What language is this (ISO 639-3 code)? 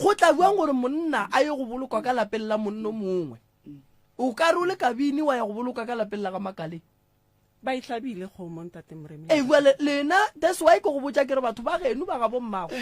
nso